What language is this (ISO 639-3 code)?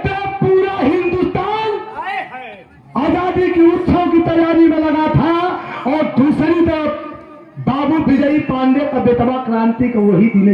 bho